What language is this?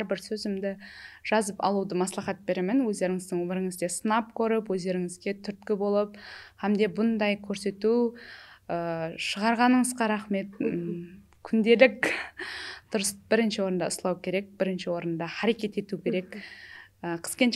Kara-Kalpak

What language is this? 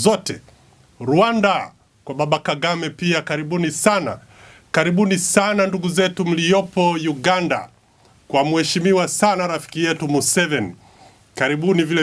Swahili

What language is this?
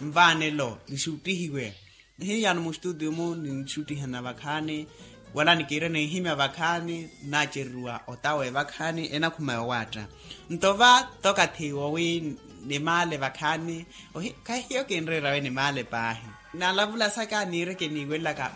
Makhuwa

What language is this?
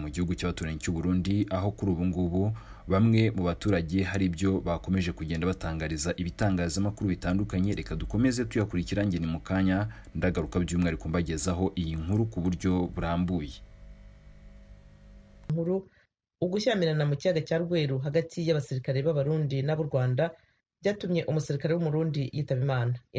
Kinyarwanda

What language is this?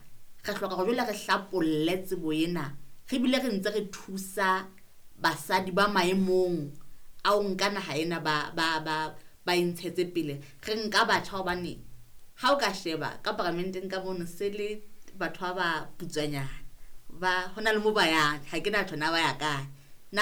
Southern Sotho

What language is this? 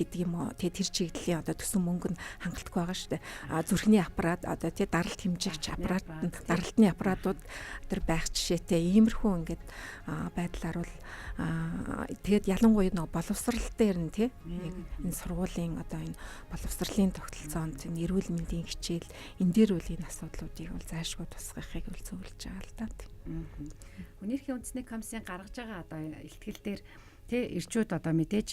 Mongolian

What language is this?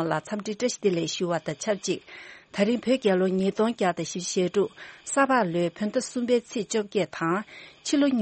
Tibetan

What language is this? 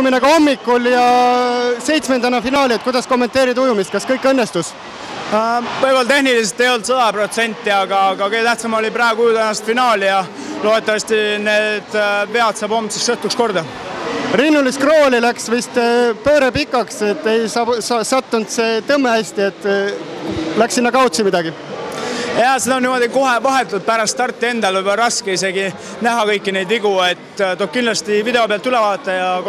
Estonian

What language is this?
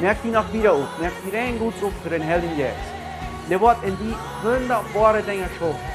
Plautdietsch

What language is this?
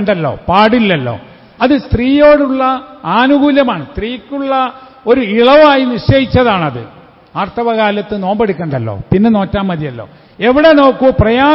Malayalam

